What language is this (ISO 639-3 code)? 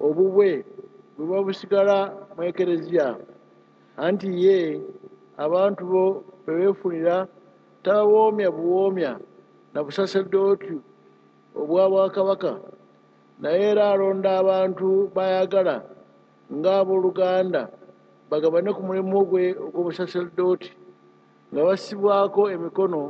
lug